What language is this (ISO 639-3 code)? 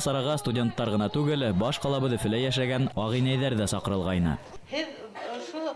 bak